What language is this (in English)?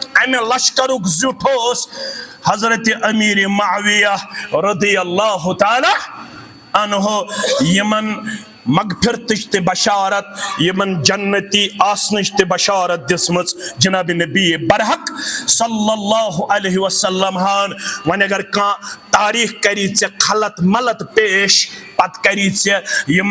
Kashmiri